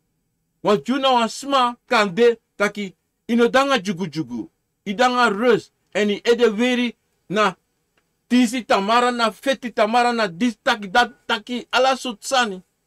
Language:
Sranan Tongo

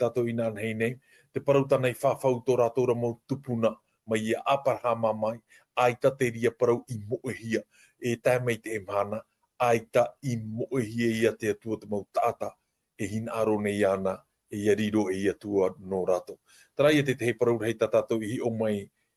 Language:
Tahitian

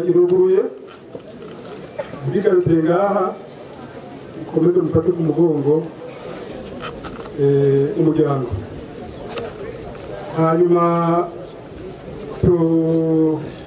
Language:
Rundi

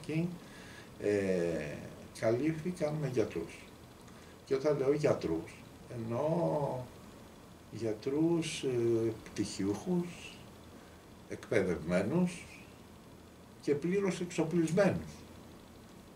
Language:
Greek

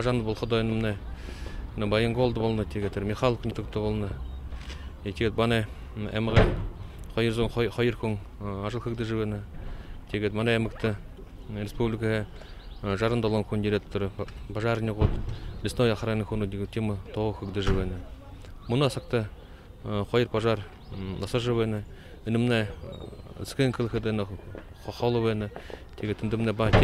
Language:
Buriat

